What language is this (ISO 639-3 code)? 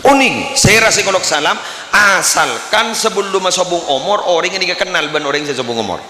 mad